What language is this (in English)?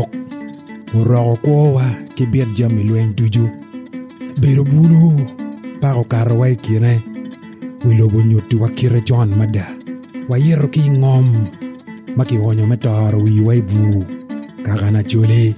Acoli